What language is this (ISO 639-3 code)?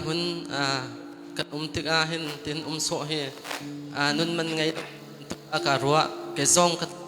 cnh